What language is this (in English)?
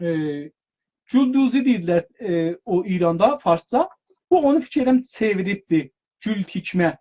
South Azerbaijani